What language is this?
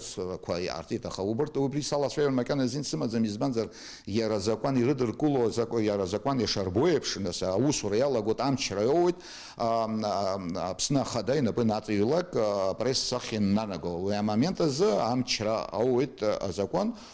Abkhazian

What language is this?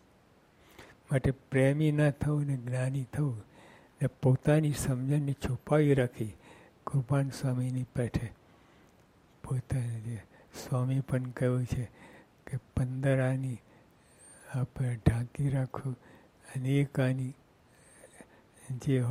Gujarati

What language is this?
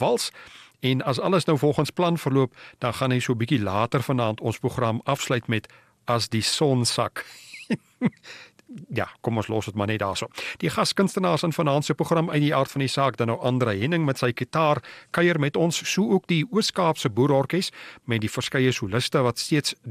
Afrikaans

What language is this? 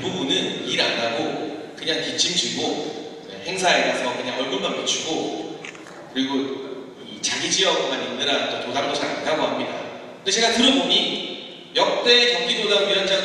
Korean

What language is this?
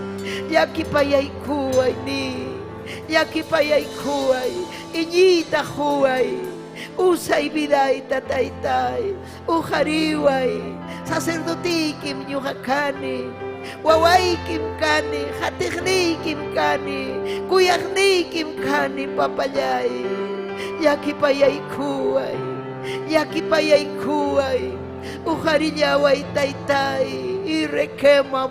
Ayacucho Quechua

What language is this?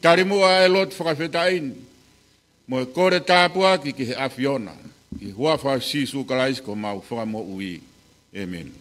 Tongan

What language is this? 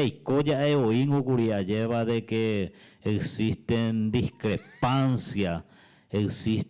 Guarani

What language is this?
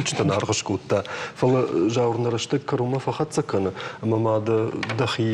Ossetic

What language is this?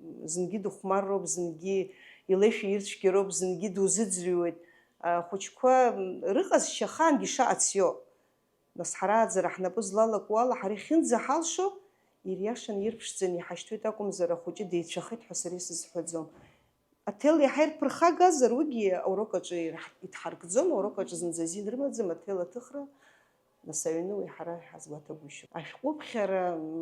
Abkhazian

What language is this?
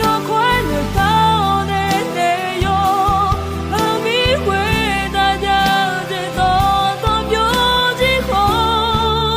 Akha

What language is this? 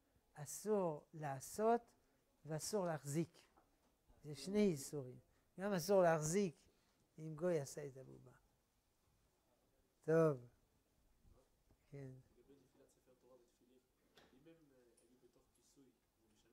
Hebrew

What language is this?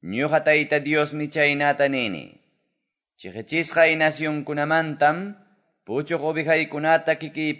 Quechua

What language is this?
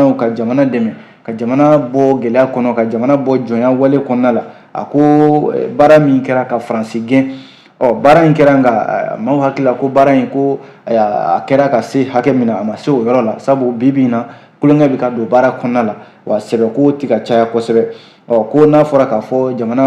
Bambara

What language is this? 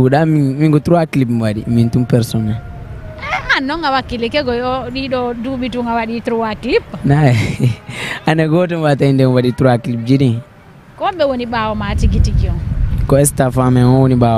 Fula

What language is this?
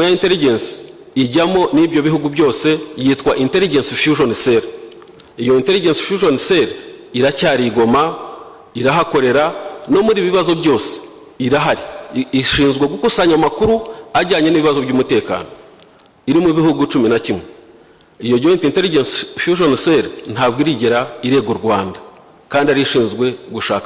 Kinyarwanda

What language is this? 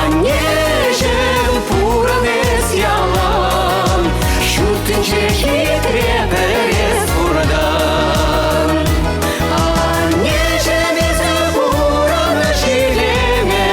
Chuvash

